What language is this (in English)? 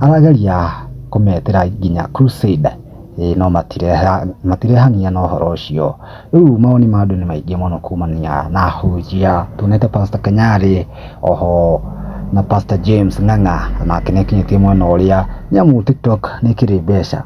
Kikuyu